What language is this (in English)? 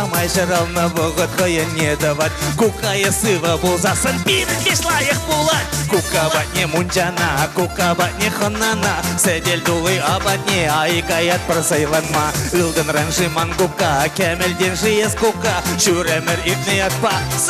Chuvash